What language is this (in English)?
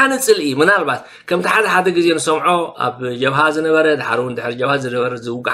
Tigrinya